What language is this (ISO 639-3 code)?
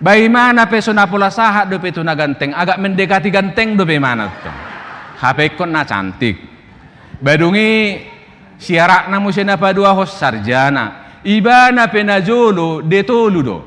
bbc